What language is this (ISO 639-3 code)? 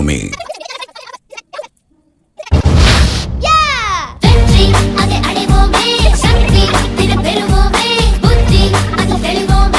tam